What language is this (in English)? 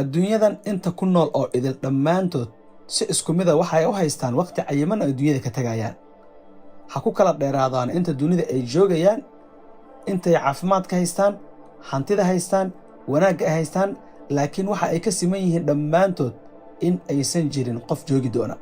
Somali